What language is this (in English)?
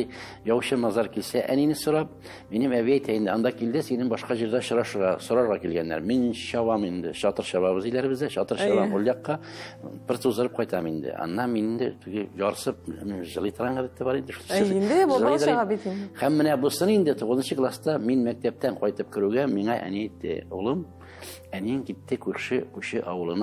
Tatar